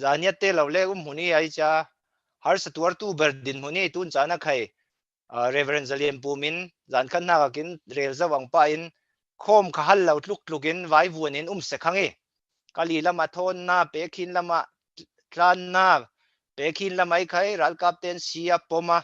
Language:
Falam Chin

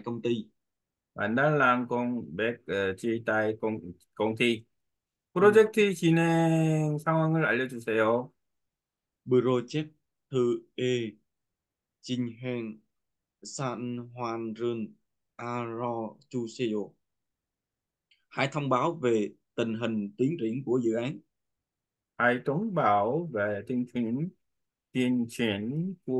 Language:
Vietnamese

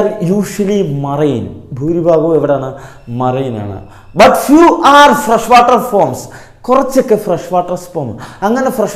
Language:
Malayalam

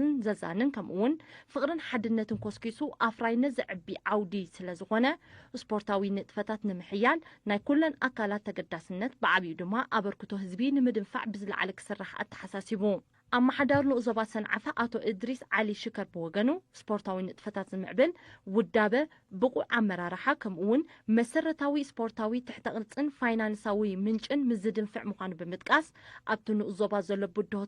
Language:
Tigrinya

